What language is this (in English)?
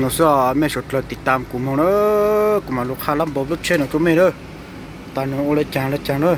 Hmong